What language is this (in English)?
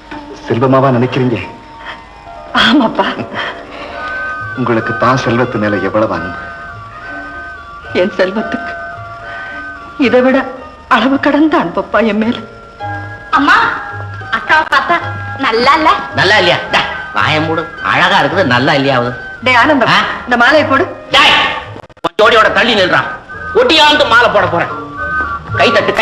Tamil